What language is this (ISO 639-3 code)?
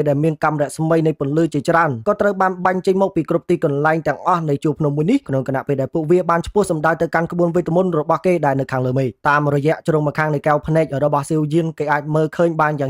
khm